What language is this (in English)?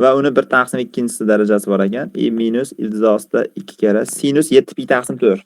Uzbek